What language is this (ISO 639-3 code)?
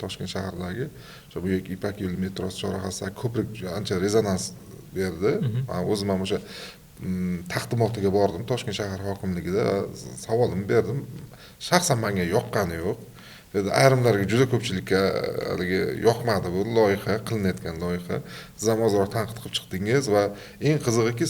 uzb